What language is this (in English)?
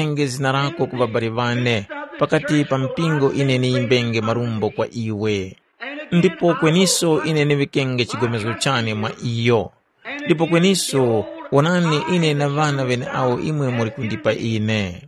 Tumbuka